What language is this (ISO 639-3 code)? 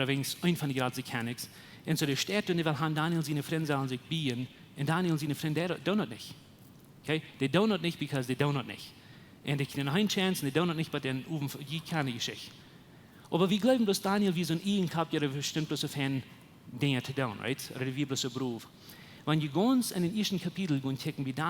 pdt